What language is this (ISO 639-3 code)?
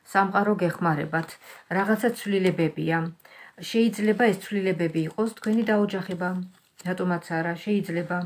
kat